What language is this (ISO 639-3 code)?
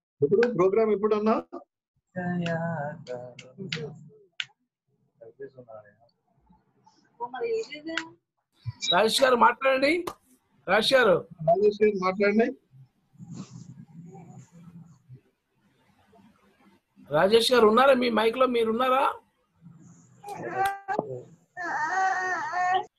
tel